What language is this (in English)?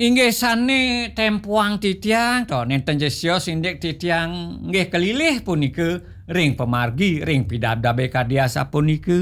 Balinese